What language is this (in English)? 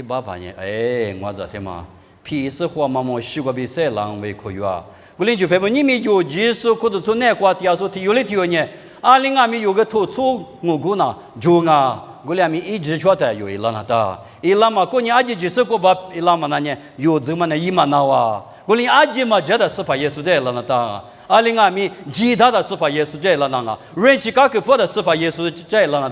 Lisu